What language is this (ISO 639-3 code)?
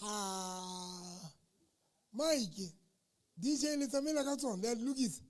sot